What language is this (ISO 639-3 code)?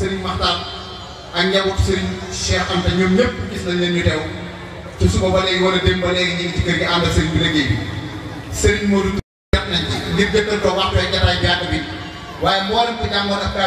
wol